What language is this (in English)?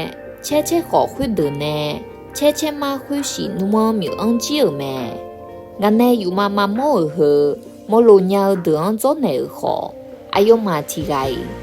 Akha